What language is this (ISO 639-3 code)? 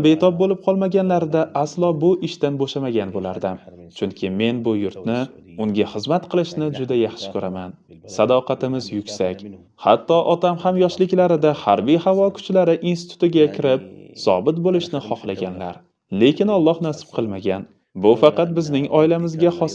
uzb